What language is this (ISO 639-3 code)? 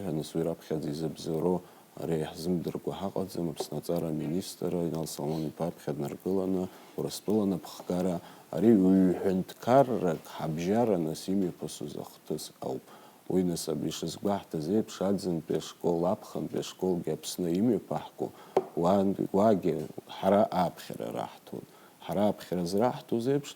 abk